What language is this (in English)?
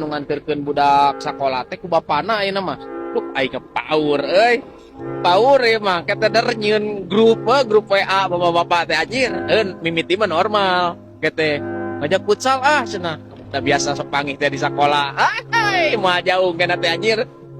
Sundanese